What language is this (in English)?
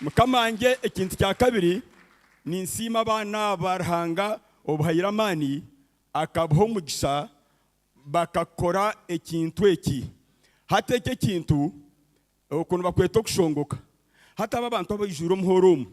Nyankole